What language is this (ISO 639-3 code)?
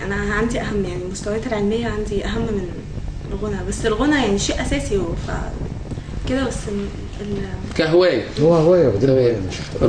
arz